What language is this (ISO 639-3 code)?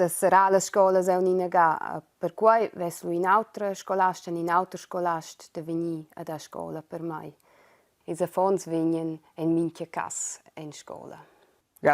roh